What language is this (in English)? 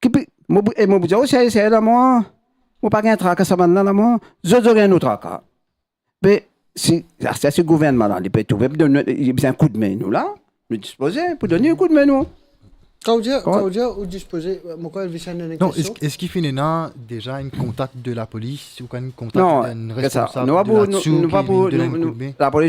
Morisyen